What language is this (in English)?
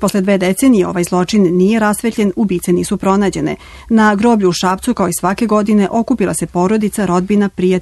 Serbian